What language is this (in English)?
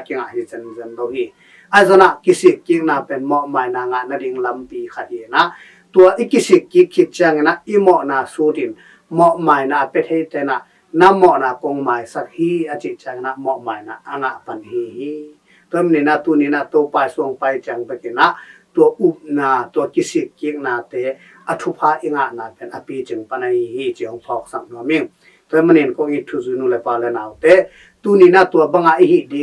Tedim Chin